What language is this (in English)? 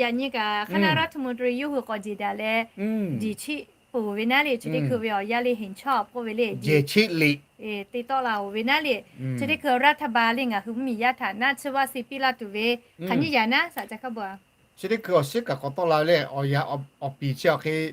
Lahu